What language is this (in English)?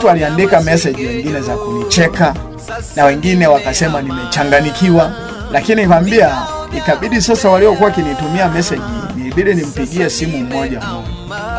Swahili